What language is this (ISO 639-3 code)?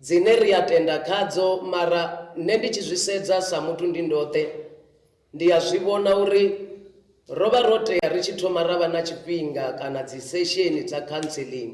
ven